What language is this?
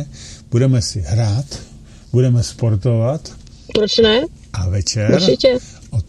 Czech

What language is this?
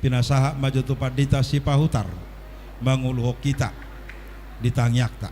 Batak Toba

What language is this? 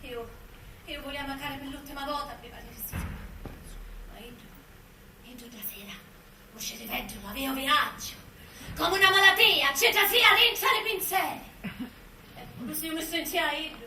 Sicilian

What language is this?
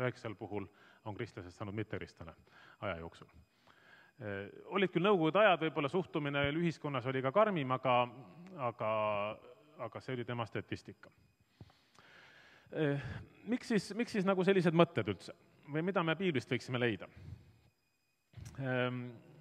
Estonian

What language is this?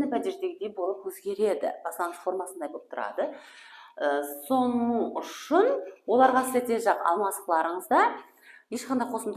Kara-Kalpak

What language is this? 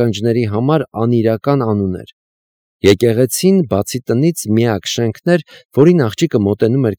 Armenian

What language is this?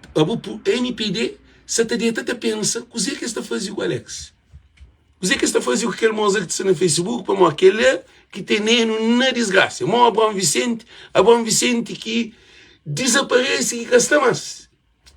Kabuverdianu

